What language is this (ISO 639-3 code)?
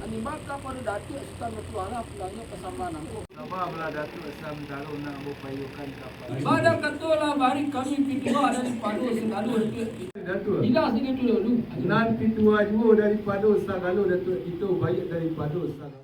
min